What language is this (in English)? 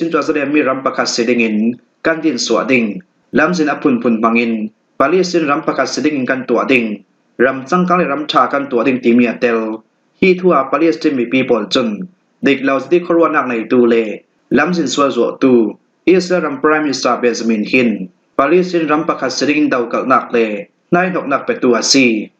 Falam Chin